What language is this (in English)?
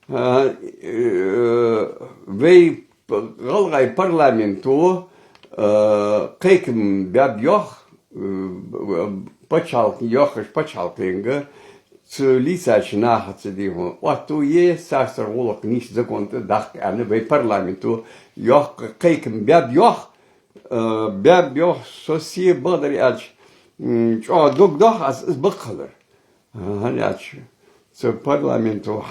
Ingush